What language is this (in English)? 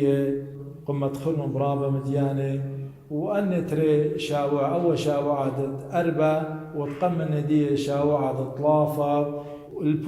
Assyrian Neo-Aramaic